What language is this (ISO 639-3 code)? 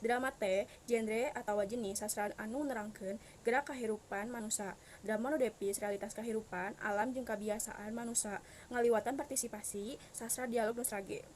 sun